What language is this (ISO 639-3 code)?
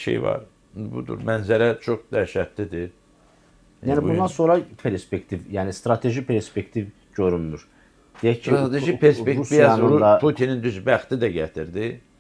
aze